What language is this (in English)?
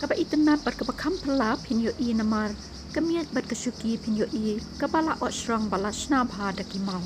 Khasi